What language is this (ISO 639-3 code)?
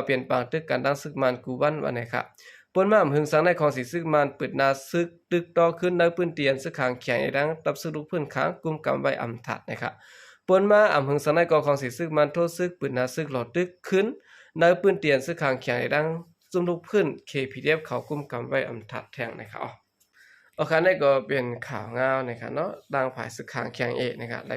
shn